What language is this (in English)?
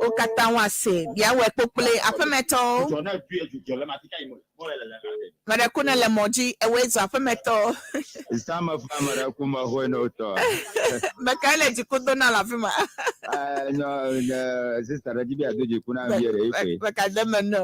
Ewe